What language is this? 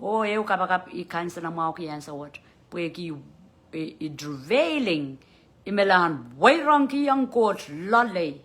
Pohnpeian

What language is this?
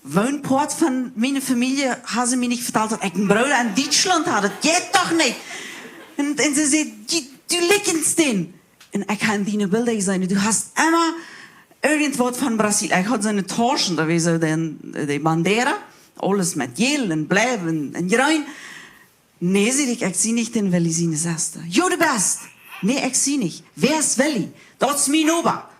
Plautdietsch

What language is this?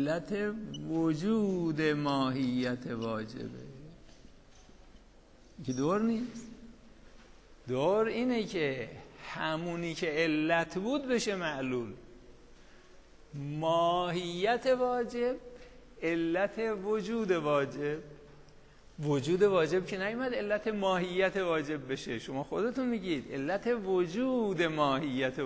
Persian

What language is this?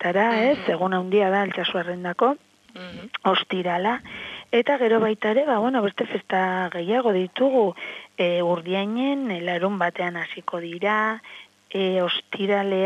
Basque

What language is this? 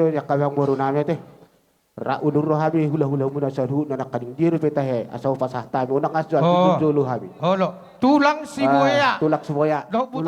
Batak Toba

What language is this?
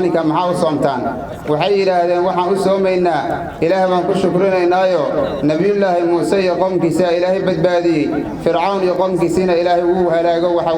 Somali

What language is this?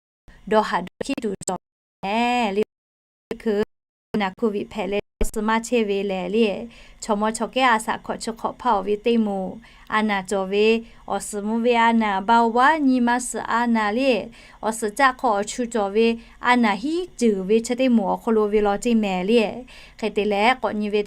Lahu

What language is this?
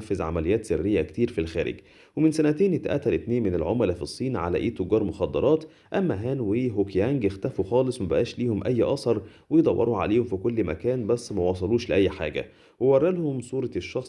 Egyptian Arabic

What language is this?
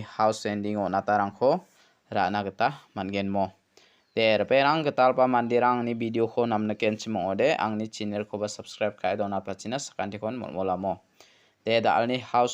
Garo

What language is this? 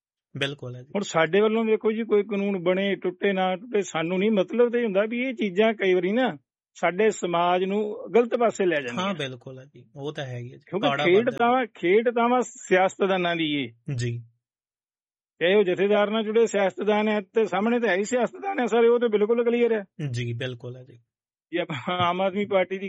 Punjabi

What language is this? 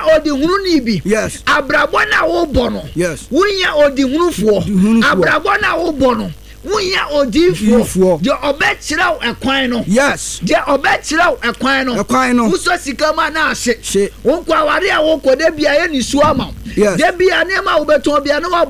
Akan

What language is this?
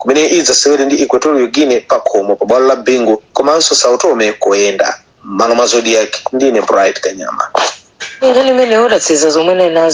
Nyanja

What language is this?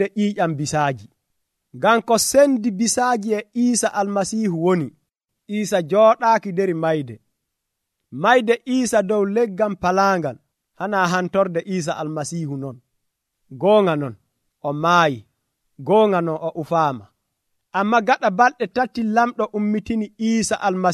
Nigerian Fulfulde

